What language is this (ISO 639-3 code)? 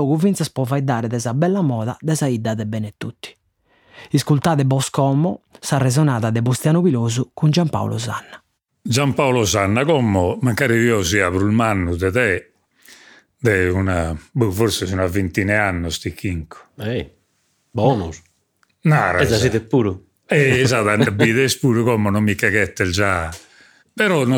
srd